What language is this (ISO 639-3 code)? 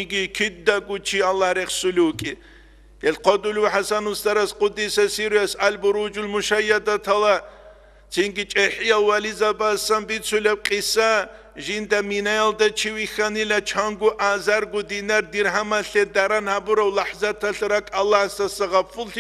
ava